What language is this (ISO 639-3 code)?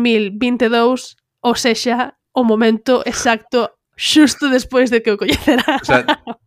glg